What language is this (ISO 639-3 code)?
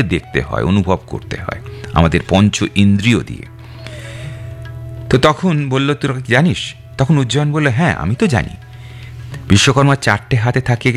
ben